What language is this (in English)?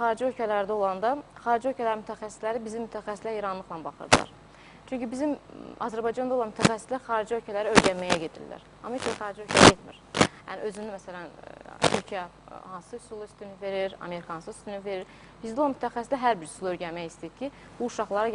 Azerbaijani